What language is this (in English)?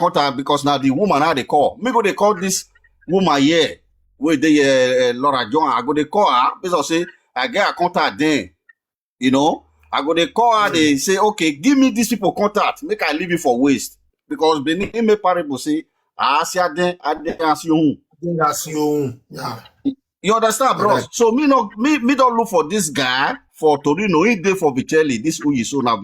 Nigerian Pidgin